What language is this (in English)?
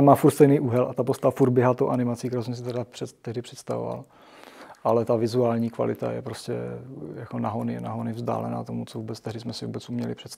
Czech